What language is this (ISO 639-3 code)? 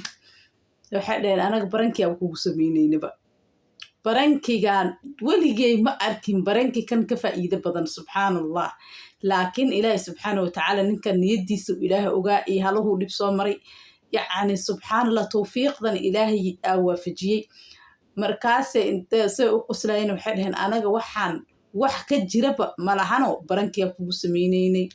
som